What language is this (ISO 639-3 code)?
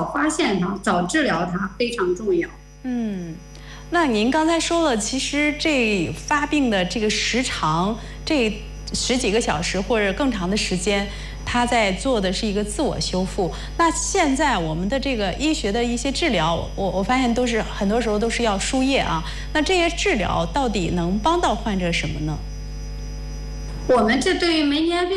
zho